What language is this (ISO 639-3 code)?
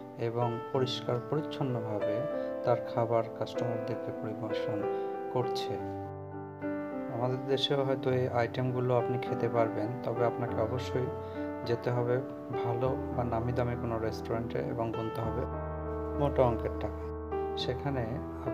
ben